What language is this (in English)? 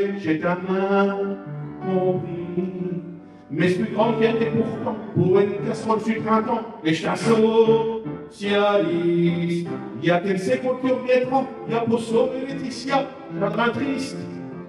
Picard